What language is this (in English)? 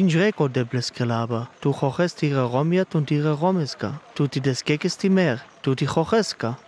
Sinte Romani